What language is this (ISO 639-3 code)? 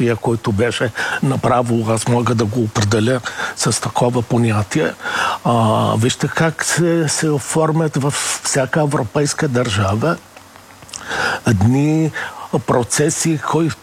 bul